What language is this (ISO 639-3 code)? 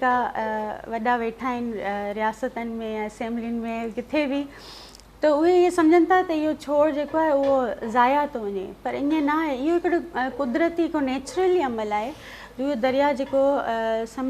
snd